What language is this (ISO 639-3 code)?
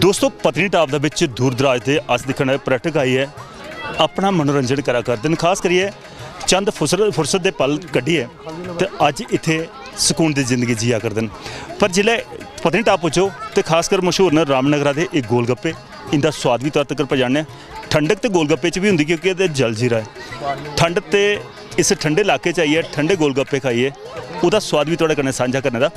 doi